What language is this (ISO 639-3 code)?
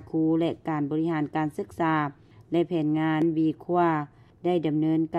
lao